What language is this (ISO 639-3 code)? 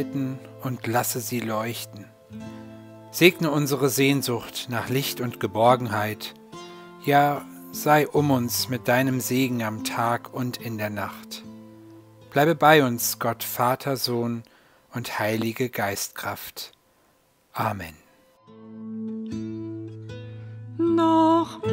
deu